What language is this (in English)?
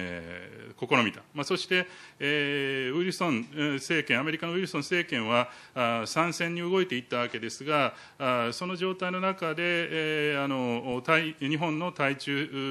Japanese